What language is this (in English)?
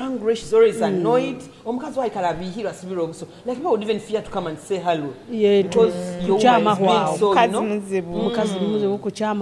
Nyoro